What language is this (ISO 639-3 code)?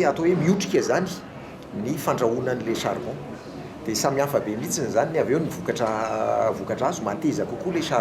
mlg